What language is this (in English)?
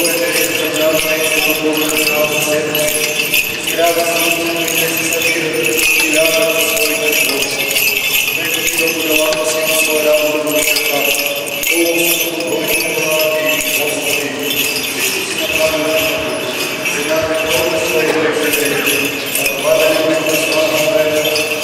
Bulgarian